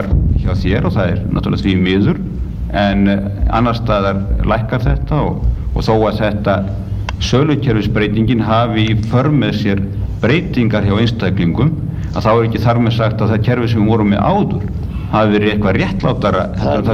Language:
Icelandic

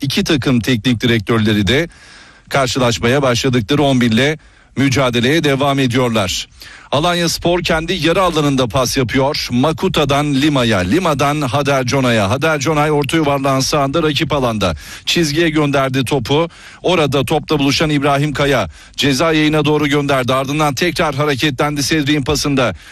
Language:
Turkish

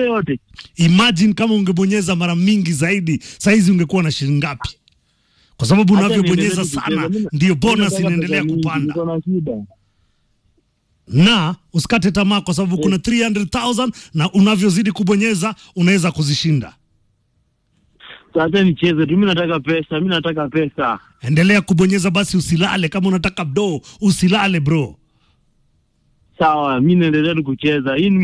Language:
Swahili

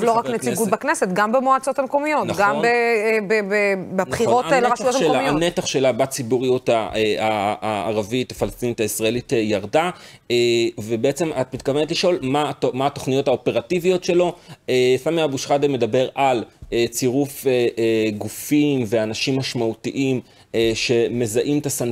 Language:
Hebrew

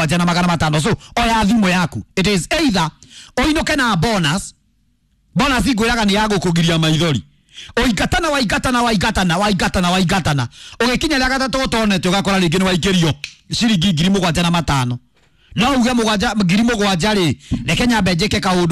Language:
Kikuyu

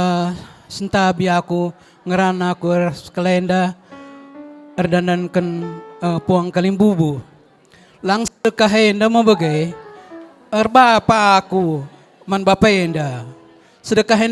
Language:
Batak Karo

